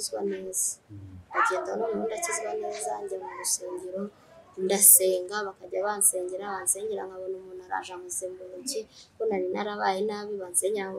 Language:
Kinyarwanda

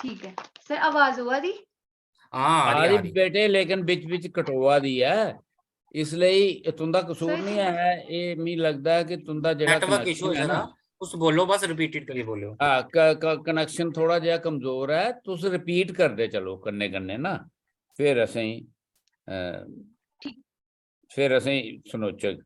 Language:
Dogri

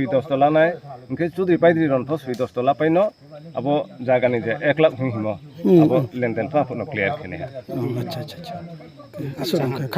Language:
Riang (India)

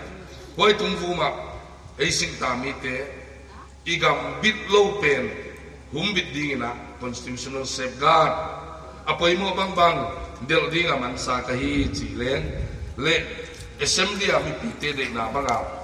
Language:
Paite Chin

